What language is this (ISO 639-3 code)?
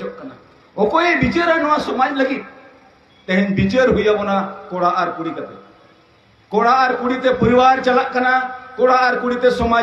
sat